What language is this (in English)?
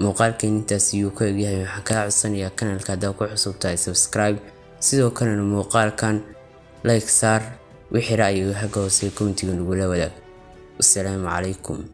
Somali